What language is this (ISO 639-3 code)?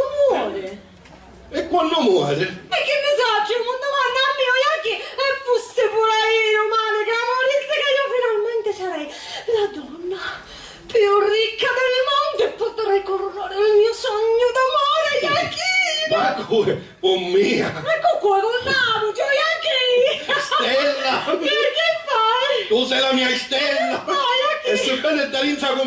scn